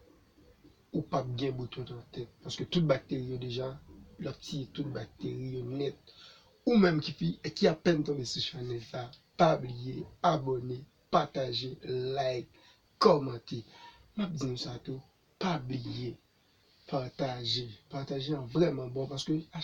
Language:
Haitian Creole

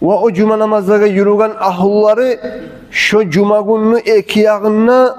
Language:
Kumyk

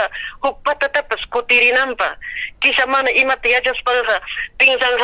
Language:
Ayacucho Quechua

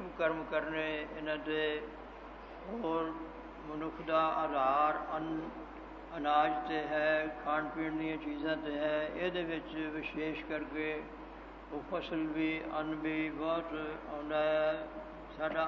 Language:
Punjabi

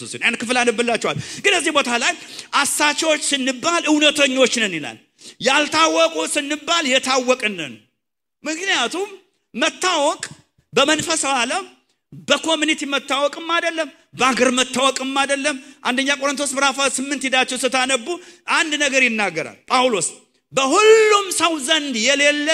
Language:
Amharic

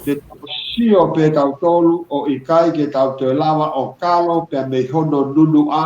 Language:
Tongan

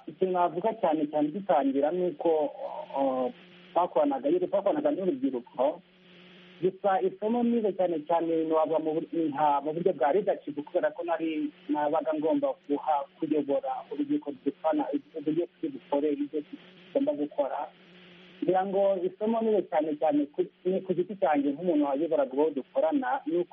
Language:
Kinyarwanda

